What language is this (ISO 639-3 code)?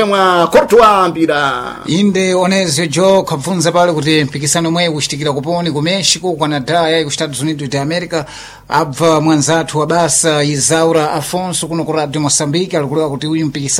seh